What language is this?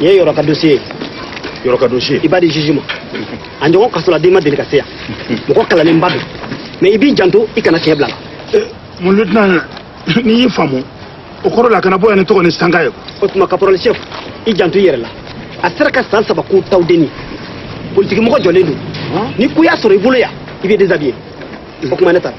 Bambara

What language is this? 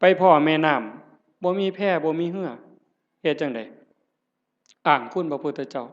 Northeastern Thai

